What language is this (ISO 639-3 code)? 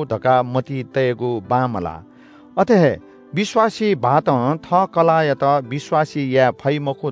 new